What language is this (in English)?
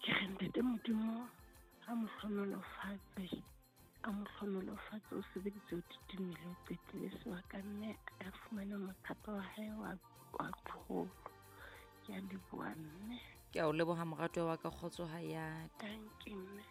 Southern Sotho